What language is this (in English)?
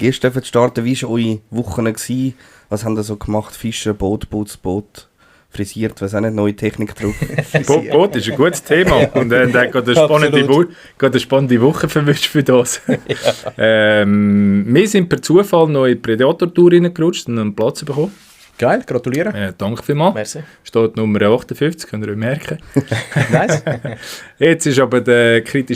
Swiss German